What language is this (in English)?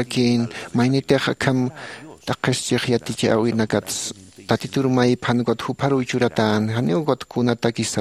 Aymara